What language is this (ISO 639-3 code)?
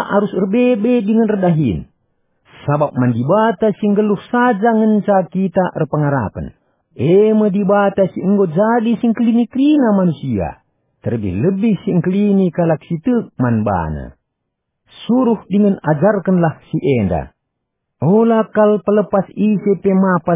btx